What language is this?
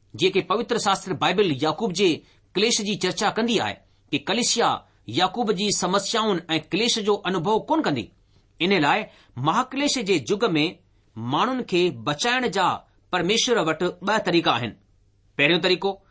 Sindhi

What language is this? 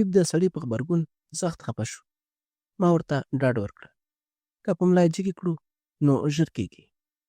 Pashto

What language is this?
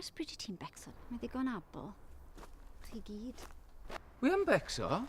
Welsh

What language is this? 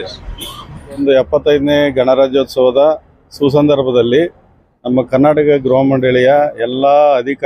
Kannada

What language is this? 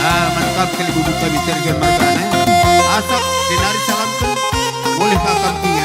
Batak Karo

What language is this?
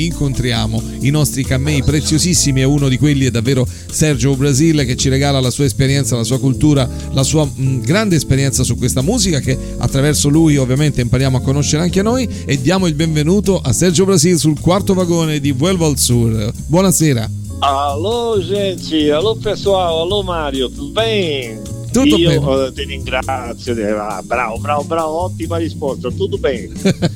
Italian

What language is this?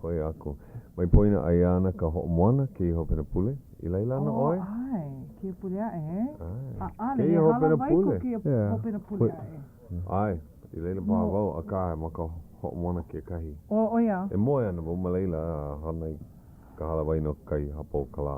Hawaiian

